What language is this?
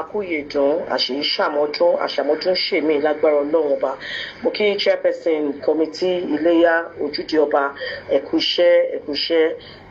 Yoruba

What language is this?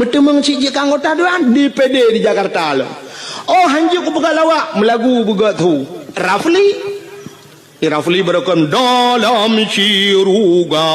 Achinese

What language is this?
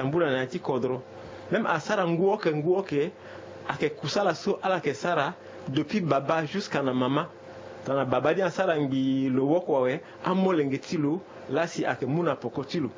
Sango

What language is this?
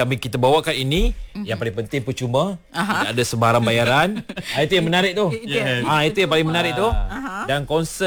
Malay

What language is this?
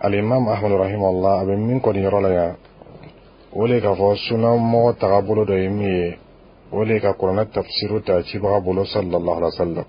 Bambara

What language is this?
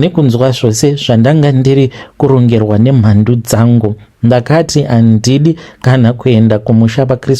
Shona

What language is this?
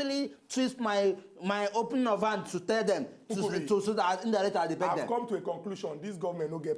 Nigerian Pidgin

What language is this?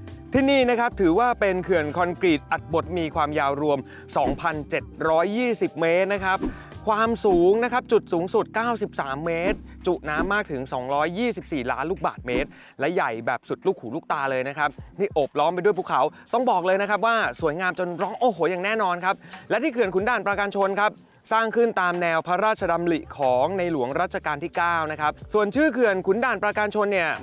Thai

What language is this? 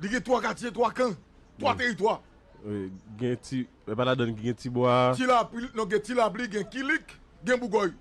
Haitian Creole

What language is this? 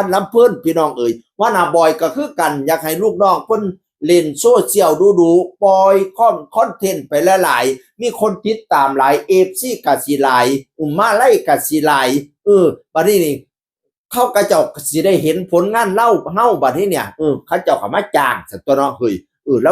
Northeastern Thai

